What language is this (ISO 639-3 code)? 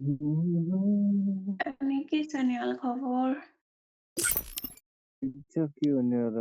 nep